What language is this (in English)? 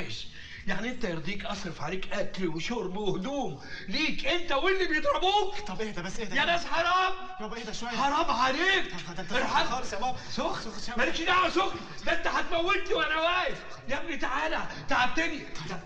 Egyptian Arabic